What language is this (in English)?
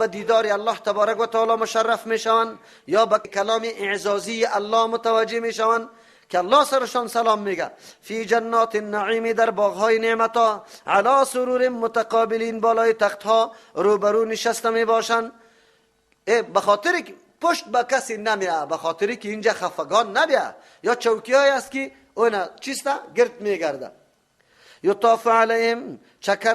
Persian